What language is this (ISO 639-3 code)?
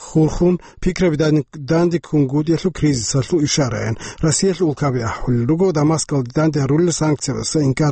ava